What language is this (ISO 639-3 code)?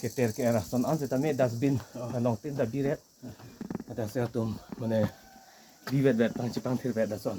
mjw